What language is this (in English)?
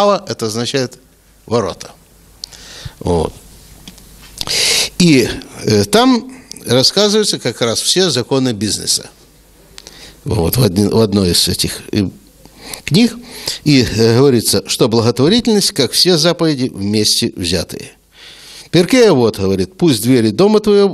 Russian